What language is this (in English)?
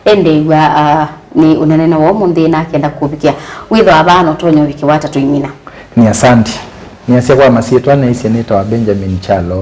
Kamba